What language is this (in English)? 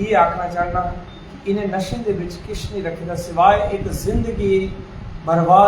Dogri